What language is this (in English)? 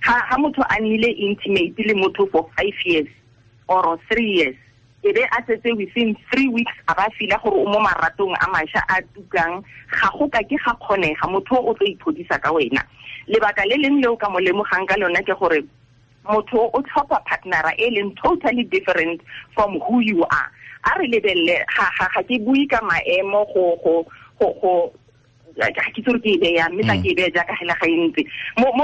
Tswana